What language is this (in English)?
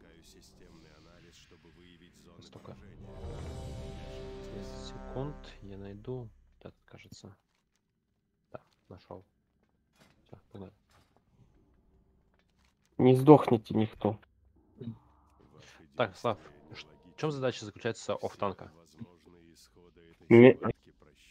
Russian